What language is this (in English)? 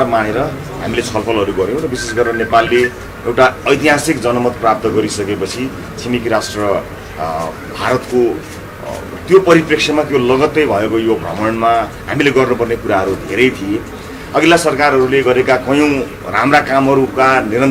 Nepali